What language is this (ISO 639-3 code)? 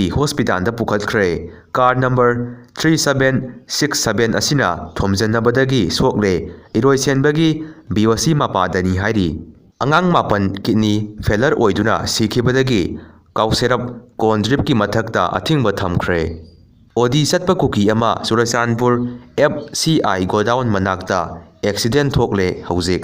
mni